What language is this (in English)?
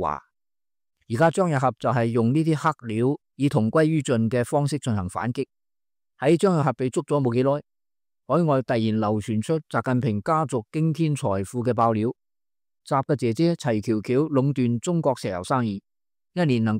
Cantonese